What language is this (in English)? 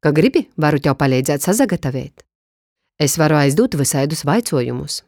Latgalian